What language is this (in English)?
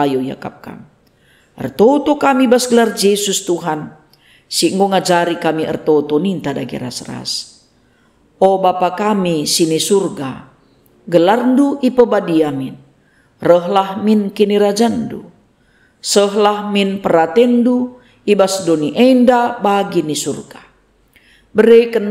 Batak Karo